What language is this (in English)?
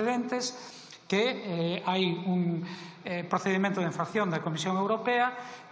Galician